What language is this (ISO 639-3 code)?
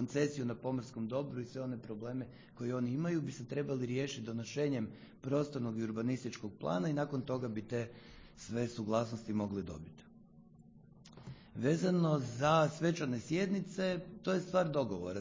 hrv